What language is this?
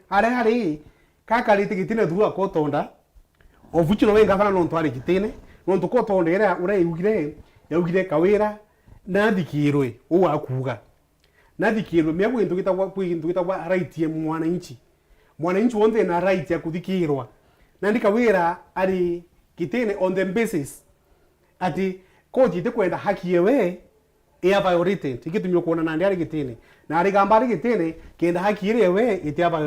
Meru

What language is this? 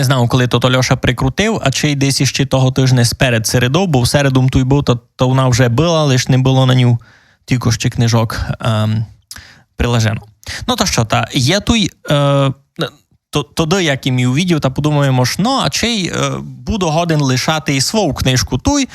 Rusyn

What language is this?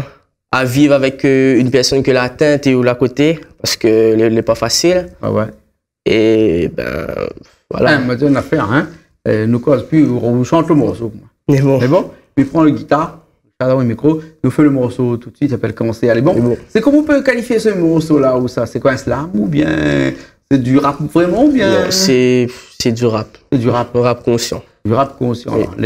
Réunion Creole French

